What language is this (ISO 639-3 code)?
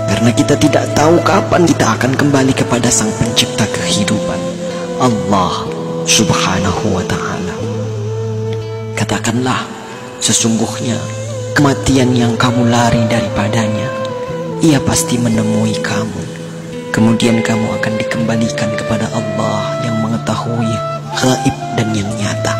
ind